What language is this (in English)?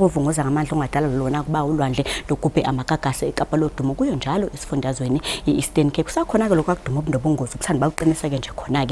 Zulu